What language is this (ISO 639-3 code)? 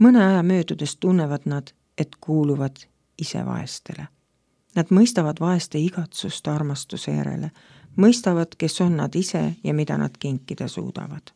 est